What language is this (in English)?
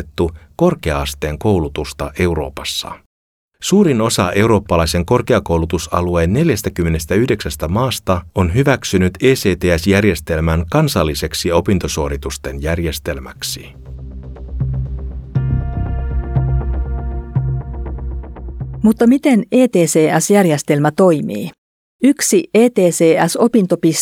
Finnish